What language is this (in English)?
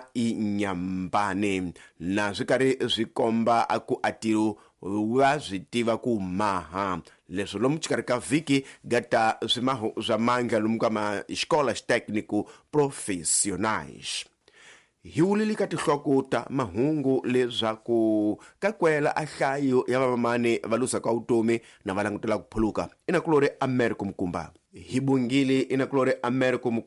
Tsonga